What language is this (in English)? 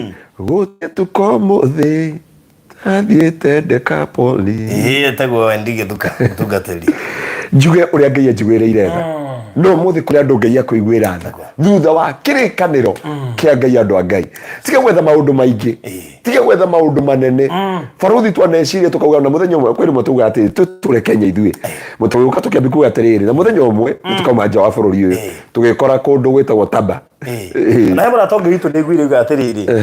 Kikuyu